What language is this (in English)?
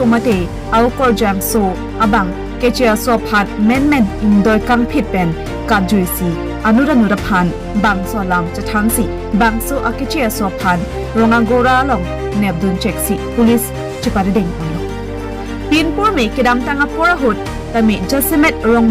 Karbi